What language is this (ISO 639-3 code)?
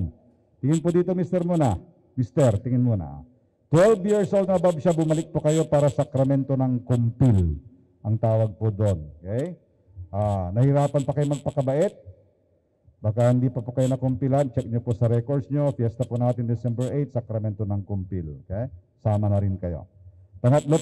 fil